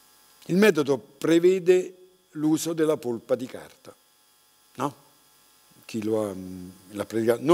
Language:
Italian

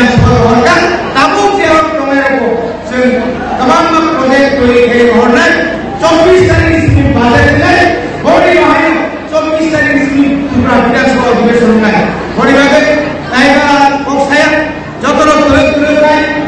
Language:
Kok Borok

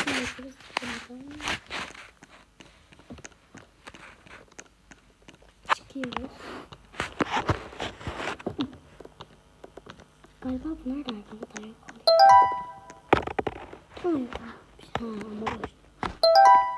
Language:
Turkish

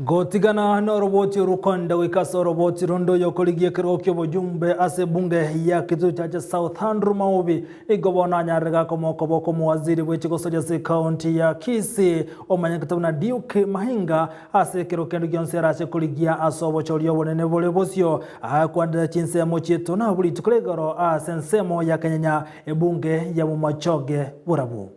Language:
Gusii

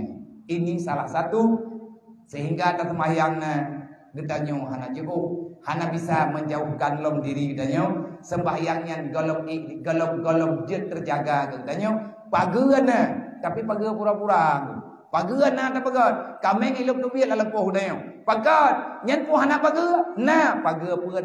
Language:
Achinese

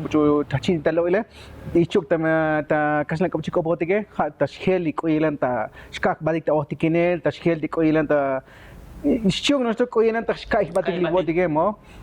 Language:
Tzotzil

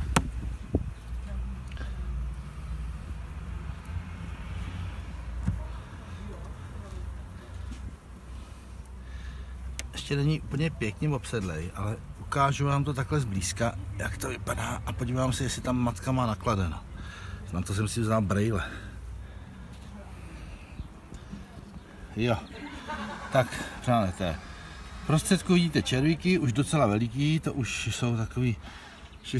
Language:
Czech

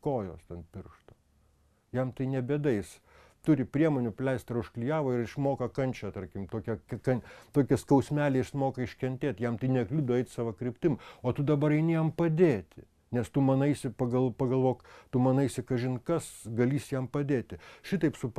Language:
Lithuanian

